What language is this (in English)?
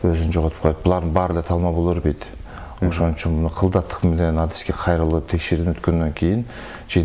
Kyrgyz